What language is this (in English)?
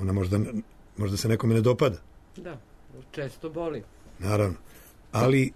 Serbian